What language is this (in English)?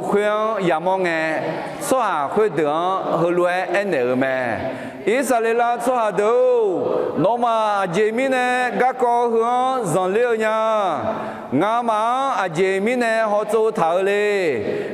Akha